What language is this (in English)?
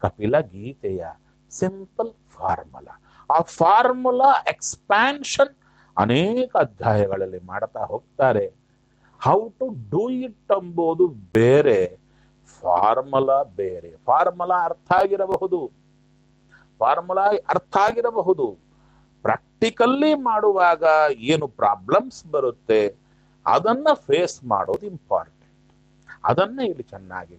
Kannada